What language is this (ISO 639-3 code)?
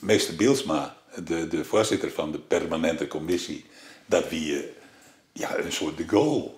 fry